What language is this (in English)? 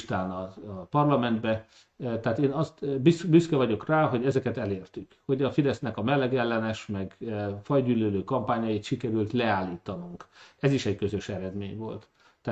Hungarian